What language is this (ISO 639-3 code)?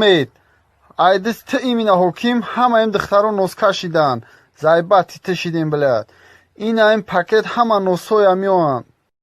tgk